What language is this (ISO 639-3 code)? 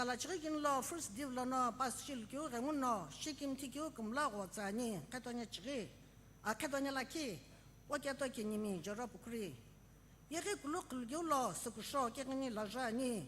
nsm